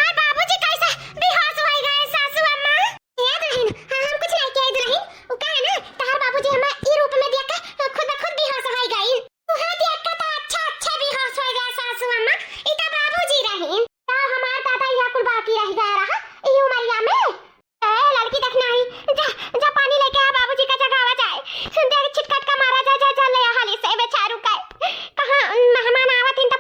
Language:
Awadhi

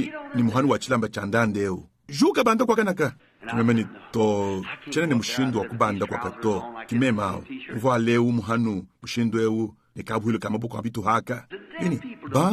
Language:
Luba-Lulua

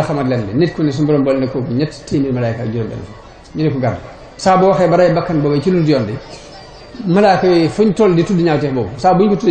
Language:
Wolof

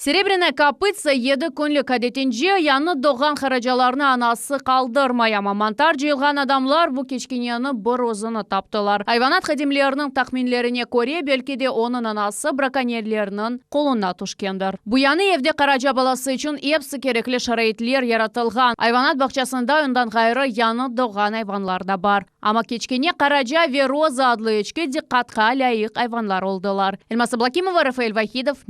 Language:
Crimean Tatar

